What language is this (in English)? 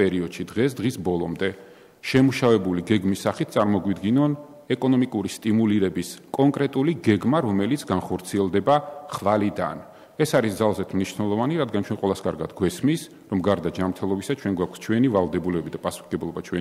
Georgian